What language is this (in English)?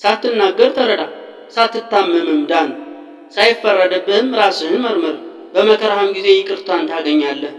Amharic